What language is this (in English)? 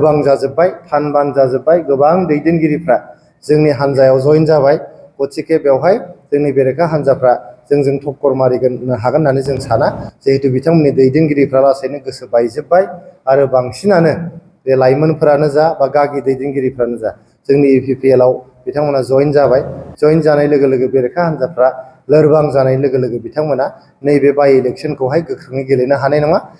Bodo